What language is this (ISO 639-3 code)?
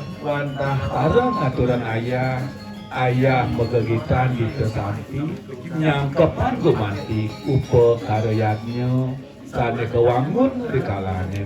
ban